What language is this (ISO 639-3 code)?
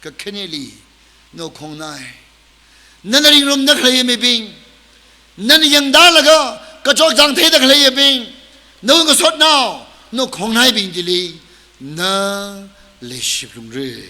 nmf